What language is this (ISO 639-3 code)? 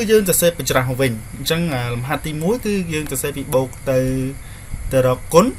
khm